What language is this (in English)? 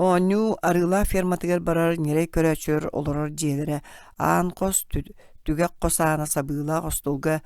Yakut